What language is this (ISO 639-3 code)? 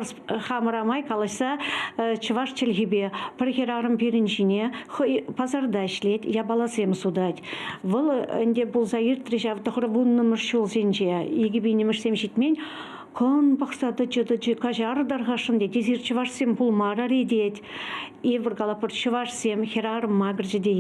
chv